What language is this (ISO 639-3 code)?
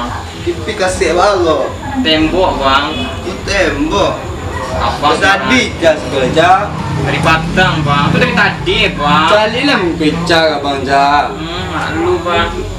min